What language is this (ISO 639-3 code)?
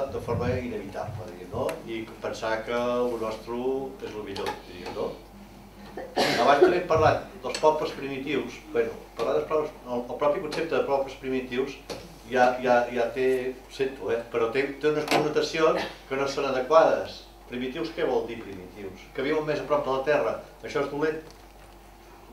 cat